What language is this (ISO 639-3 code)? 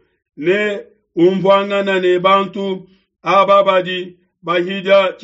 lua